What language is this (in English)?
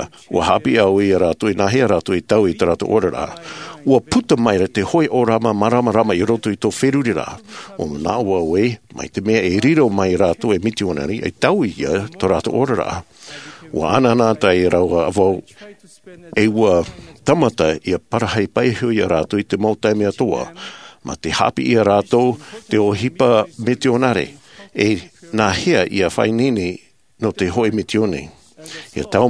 Tahitian